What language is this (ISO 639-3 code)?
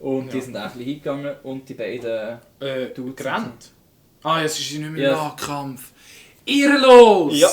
gsw